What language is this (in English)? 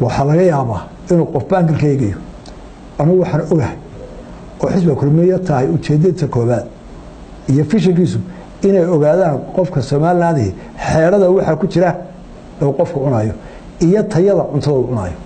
Somali